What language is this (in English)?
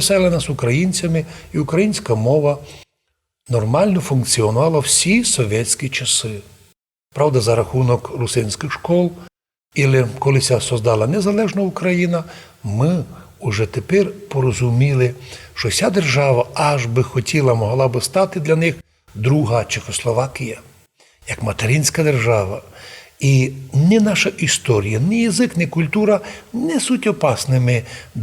Rusyn